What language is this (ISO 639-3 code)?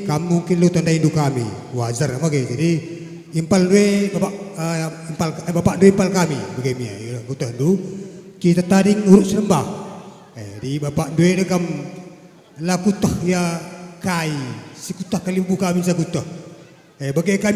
btx